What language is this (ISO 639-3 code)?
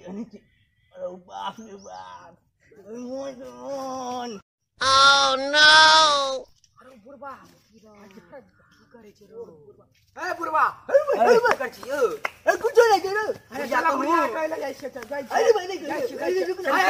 mai